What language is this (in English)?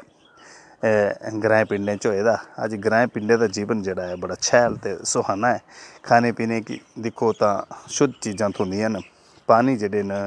Dogri